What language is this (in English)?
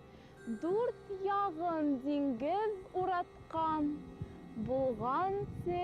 Bashkir